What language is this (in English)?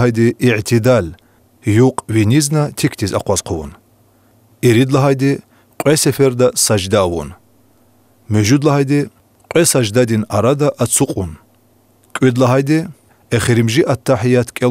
Lezghian